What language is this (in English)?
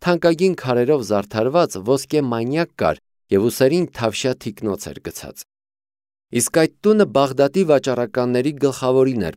Armenian